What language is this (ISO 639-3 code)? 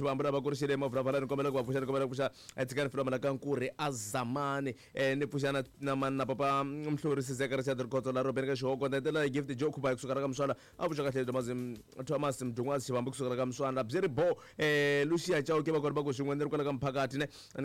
tso